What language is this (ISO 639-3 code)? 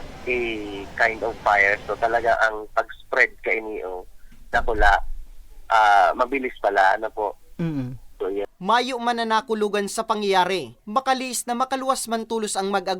bik